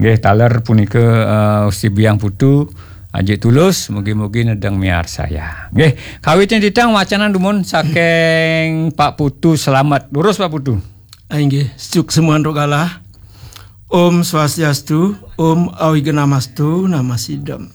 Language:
Balinese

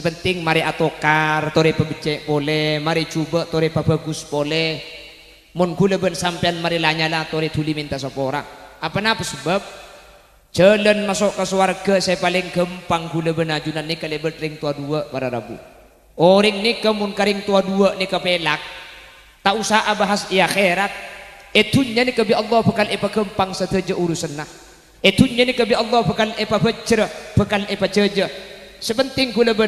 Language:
Madurese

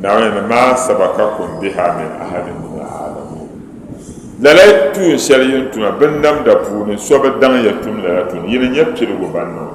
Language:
Dagbani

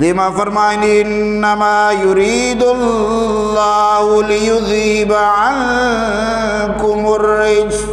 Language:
Eastern Balochi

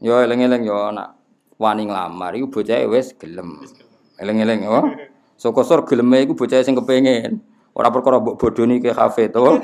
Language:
Javanese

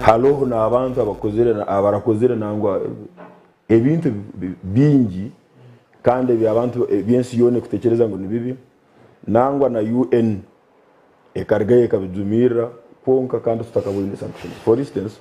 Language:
Nyankole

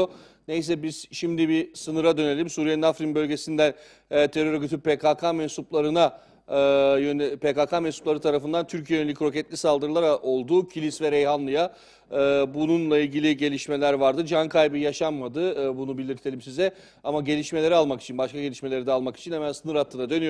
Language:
Turkish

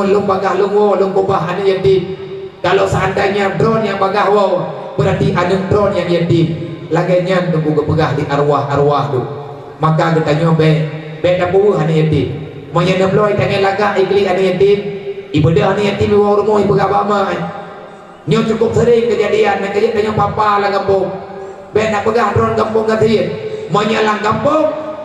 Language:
Achinese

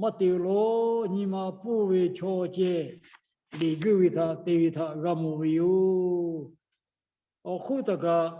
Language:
Lahu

